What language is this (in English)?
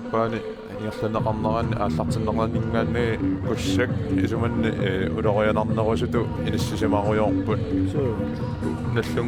Kalaallisut